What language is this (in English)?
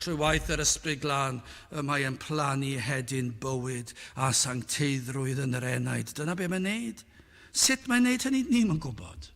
Welsh